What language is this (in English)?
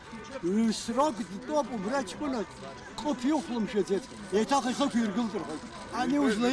Abkhazian